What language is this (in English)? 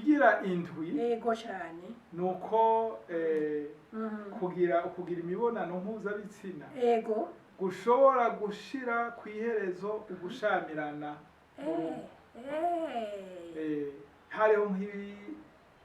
Rundi